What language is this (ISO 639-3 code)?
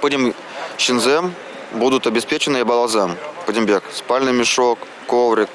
chv